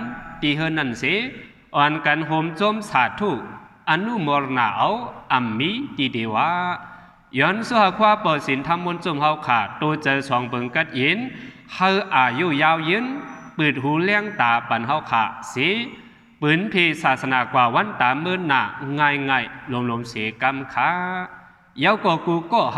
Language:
Shan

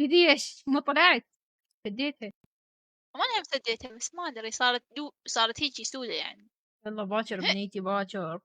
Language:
Mesopotamian Arabic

